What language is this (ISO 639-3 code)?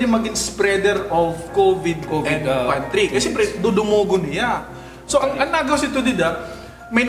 war